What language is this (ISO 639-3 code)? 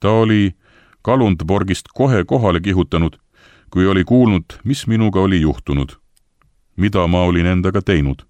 est